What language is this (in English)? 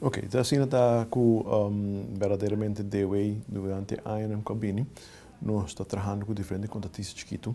Papiamento